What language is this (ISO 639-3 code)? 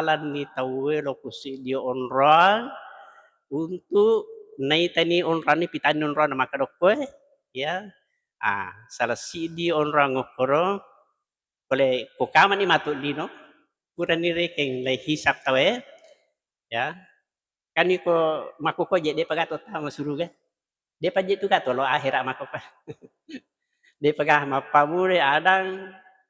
bug